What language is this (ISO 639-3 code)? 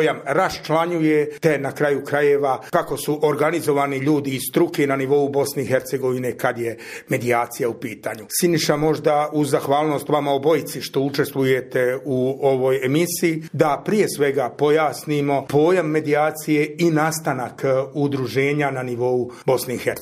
hrv